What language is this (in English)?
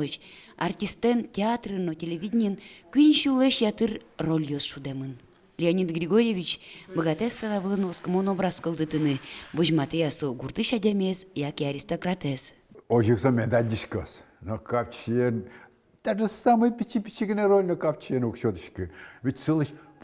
Udmurt